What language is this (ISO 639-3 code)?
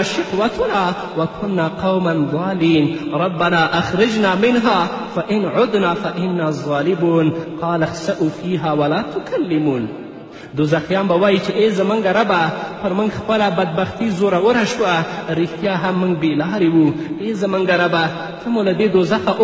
pus